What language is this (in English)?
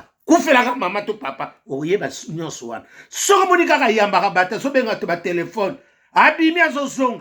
Lingala